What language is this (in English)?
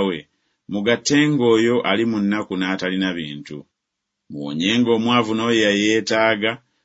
Ganda